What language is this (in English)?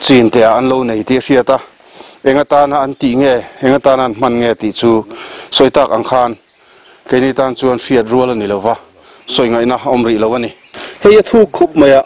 Mizo